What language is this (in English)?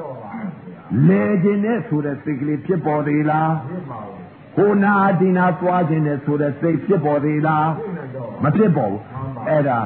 Burmese